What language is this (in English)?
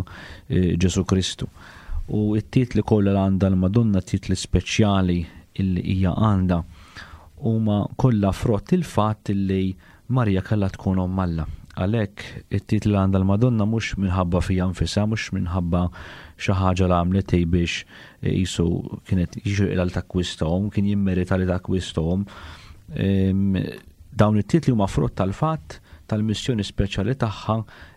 Maltese